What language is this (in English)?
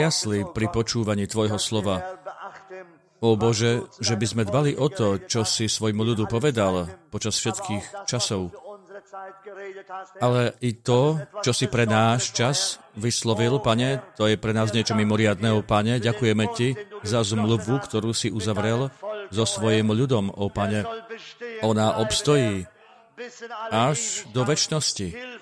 Slovak